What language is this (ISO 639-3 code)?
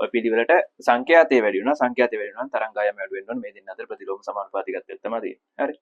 sin